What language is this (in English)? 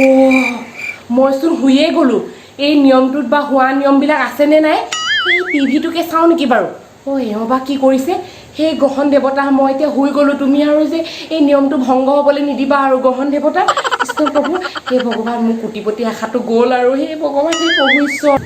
Assamese